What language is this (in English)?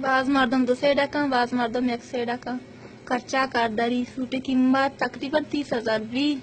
Baluchi